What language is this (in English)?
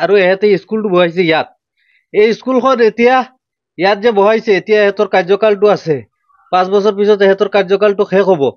Assamese